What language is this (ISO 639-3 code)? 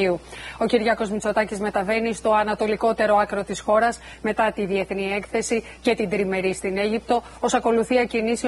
ell